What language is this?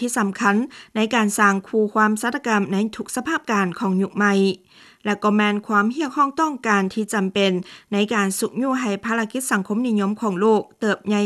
Lao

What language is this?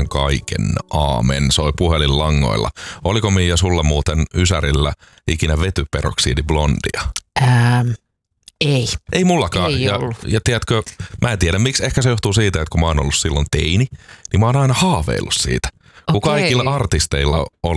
Finnish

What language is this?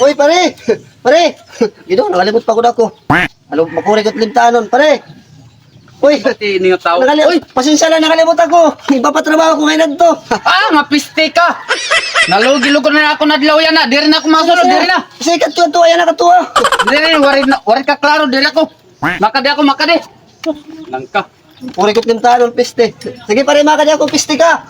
Waray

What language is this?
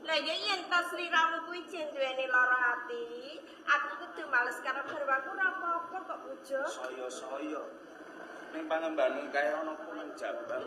Javanese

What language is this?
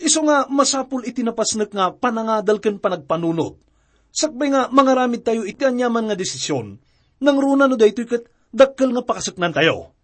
Iloko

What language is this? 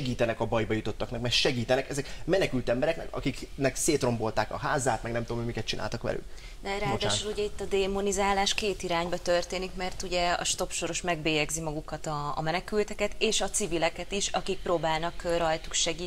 Hungarian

